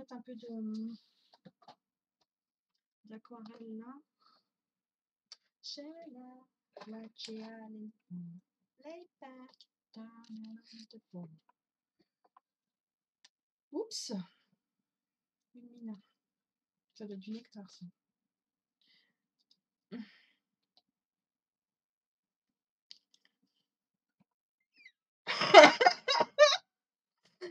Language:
French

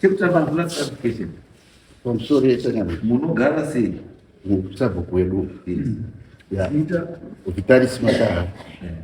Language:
Shona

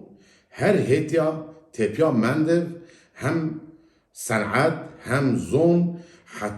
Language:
Zaza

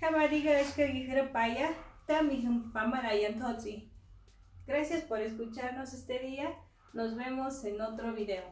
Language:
Mezquital Otomi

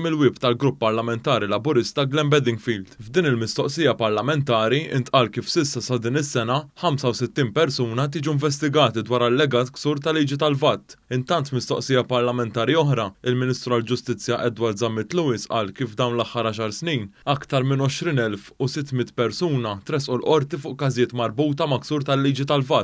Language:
Maltese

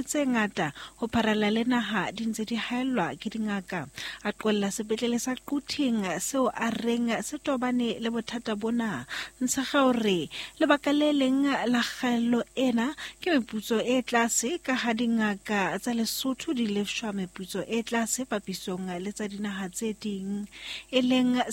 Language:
Southern Sotho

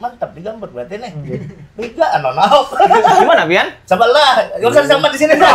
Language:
Banjar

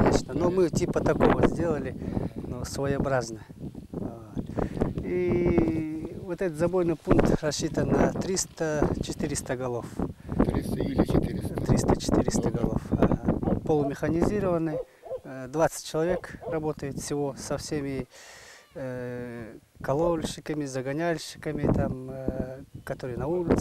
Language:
Russian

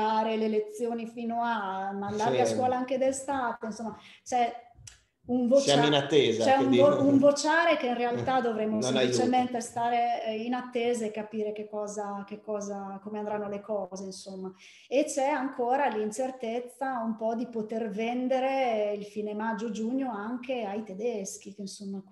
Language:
Italian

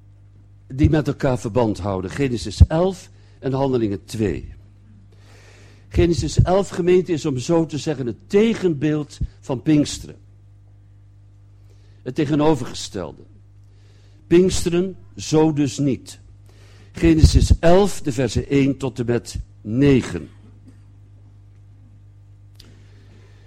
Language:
Dutch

